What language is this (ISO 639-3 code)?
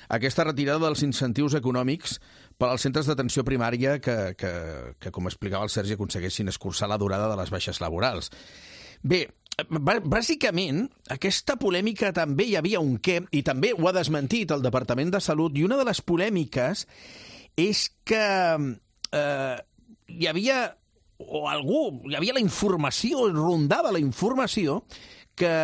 cat